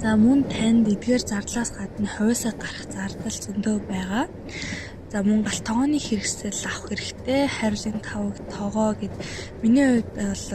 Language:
Mongolian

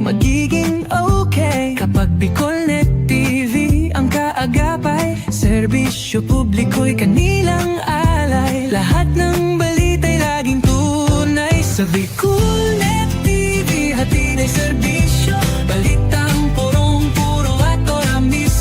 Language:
Bikol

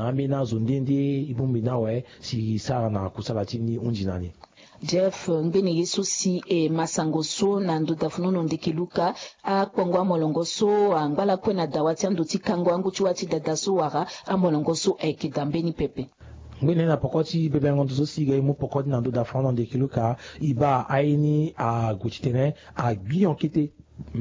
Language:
Sango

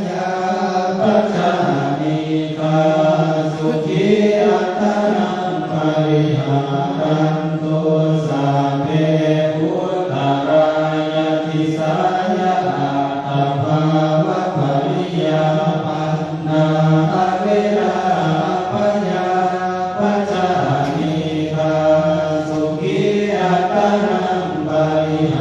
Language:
Pali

